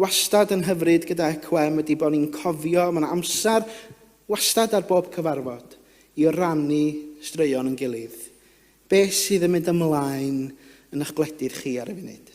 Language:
Welsh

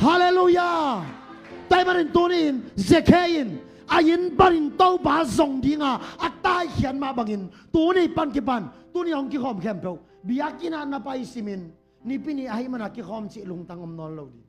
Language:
Tedim Chin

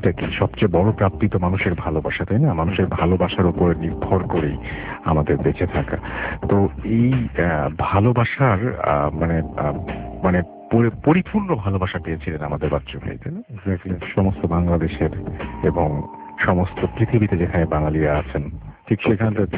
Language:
Bangla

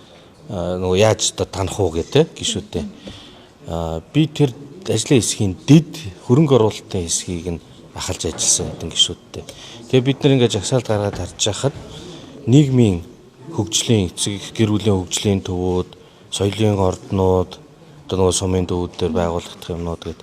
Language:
Mongolian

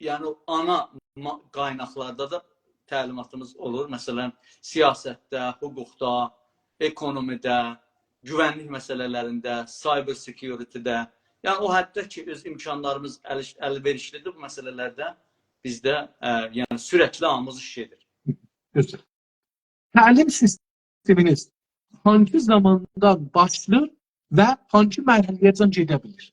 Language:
South Azerbaijani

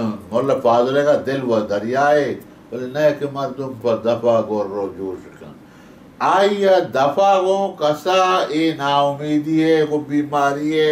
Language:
Baluchi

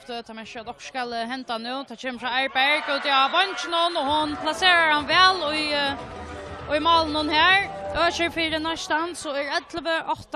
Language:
Faroese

